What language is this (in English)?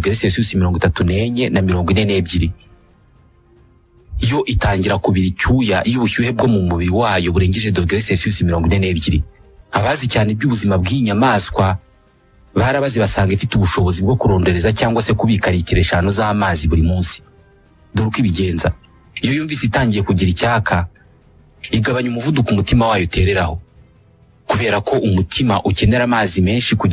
Kinyarwanda